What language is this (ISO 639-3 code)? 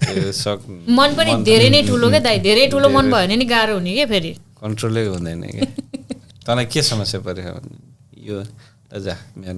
nep